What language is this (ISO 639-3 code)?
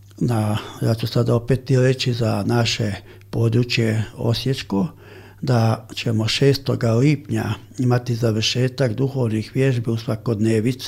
hrv